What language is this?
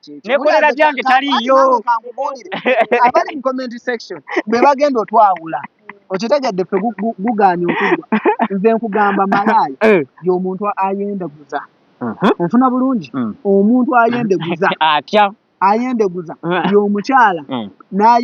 Ganda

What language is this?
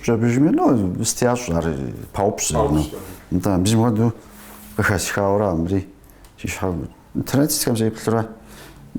Kabardian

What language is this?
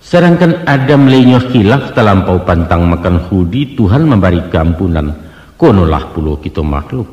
Minangkabau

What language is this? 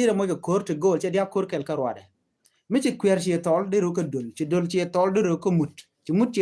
Nuer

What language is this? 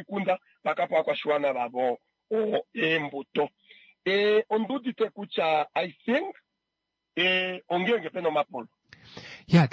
Kuanyama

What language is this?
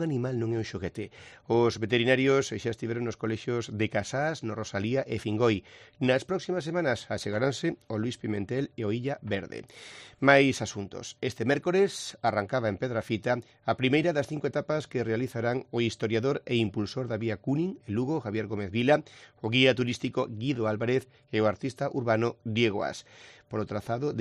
Galician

